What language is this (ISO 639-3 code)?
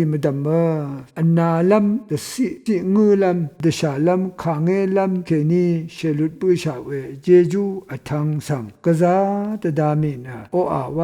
raw